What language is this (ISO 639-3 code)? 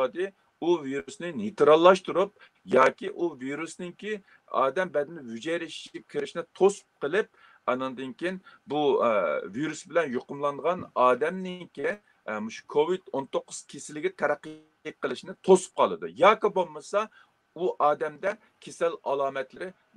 uig